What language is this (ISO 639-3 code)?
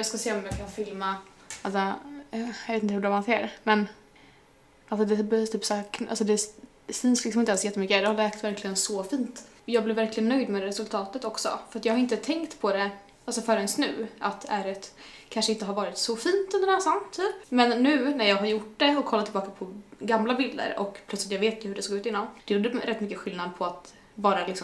swe